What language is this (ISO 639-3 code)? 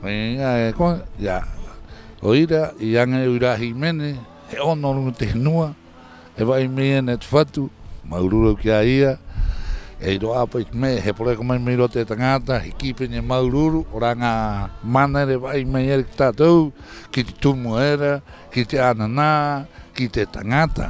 rap